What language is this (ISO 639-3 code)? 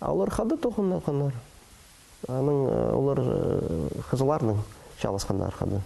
kjh